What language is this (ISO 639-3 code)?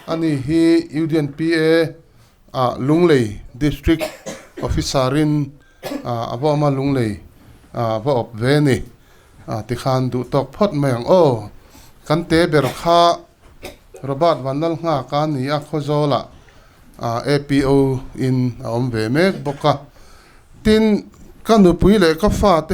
lus